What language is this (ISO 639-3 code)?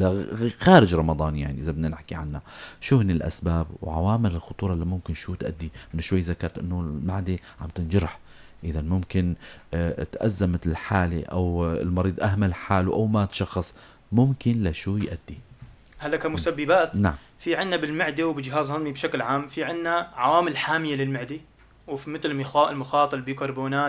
apc